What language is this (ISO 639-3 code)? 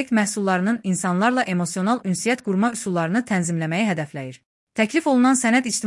aze